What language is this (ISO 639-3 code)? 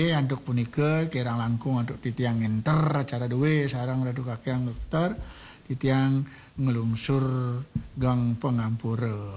ban